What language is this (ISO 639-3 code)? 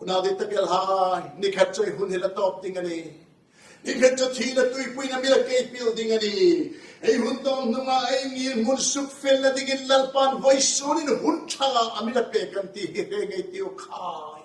hmr